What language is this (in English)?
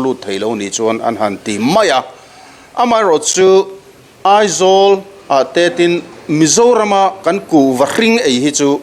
Mizo